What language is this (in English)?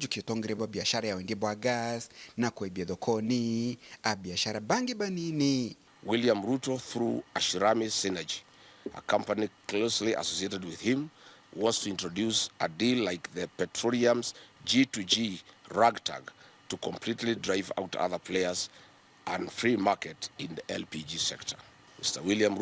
Meru